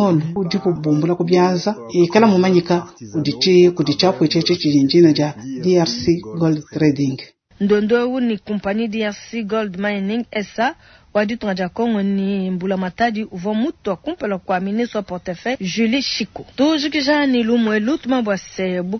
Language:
Luba-Lulua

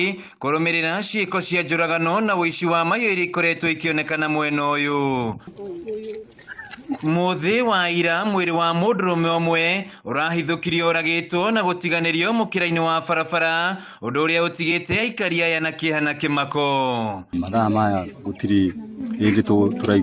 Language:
Kikuyu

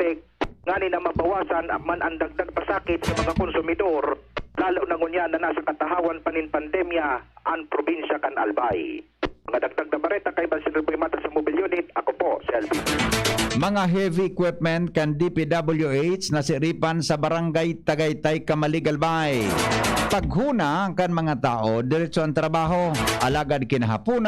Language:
Bikol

